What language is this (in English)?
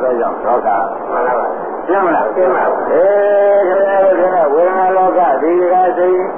Burmese